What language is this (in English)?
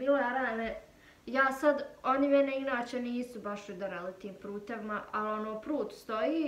Bosnian